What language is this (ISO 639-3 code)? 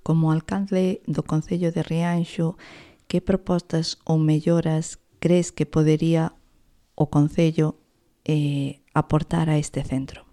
glg